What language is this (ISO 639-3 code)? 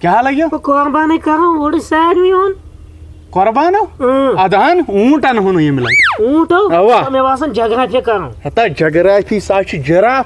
kas